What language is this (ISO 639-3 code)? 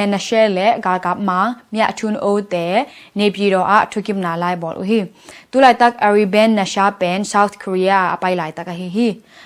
ctd